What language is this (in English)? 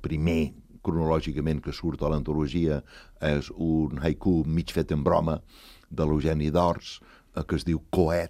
Catalan